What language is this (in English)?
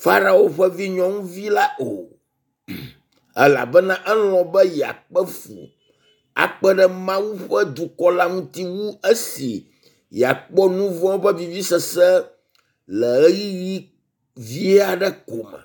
Ewe